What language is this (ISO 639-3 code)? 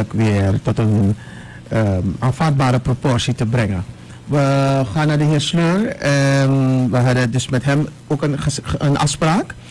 nld